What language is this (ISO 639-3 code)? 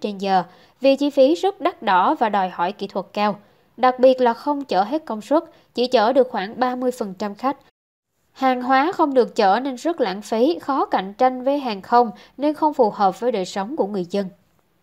vie